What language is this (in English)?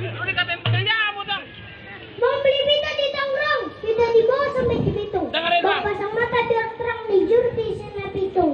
Betawi